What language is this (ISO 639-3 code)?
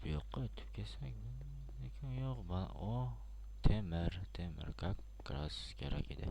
uzb